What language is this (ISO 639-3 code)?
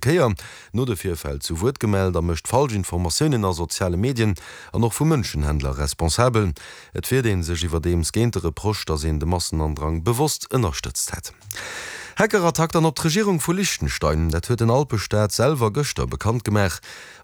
ltz